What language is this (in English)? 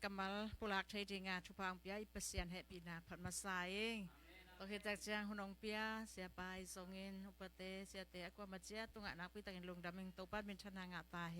Tedim Chin